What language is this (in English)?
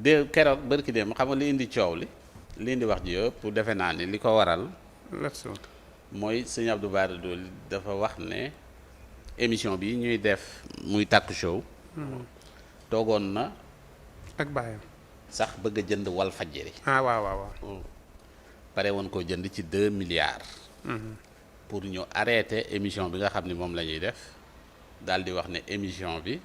Wolof